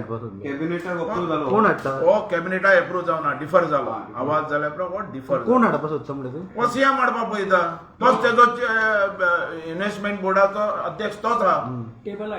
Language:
Konkani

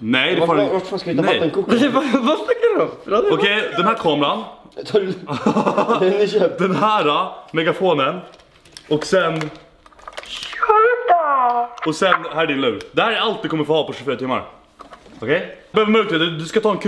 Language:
Swedish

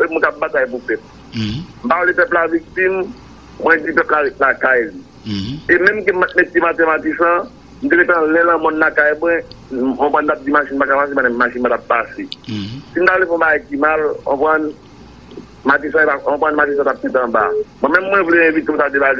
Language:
Haitian Creole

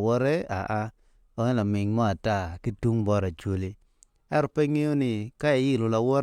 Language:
Acoli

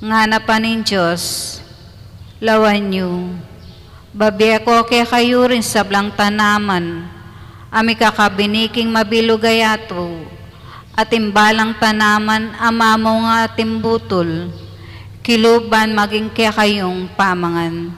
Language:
Pampanga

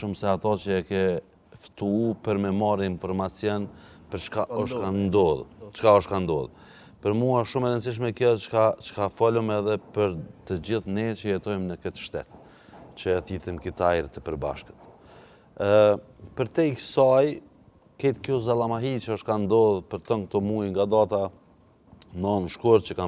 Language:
Albanian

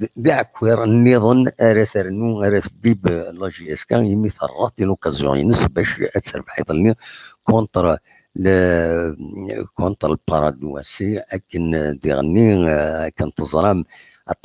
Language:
Kabyle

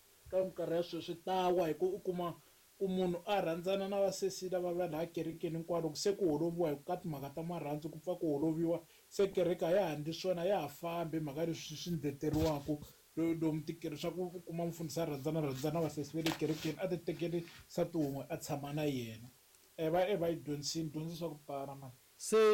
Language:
Tsonga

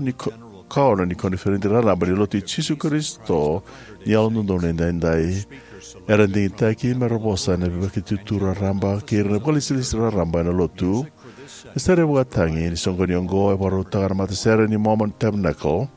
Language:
Fijian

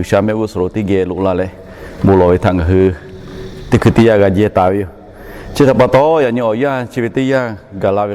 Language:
Lahu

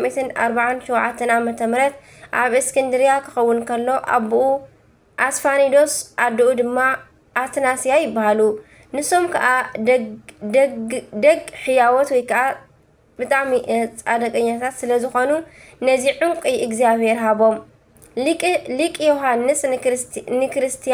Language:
Tigrinya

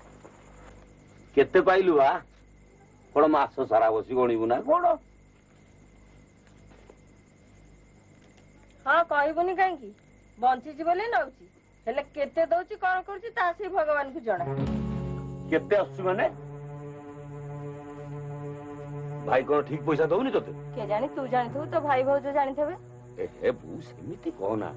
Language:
Odia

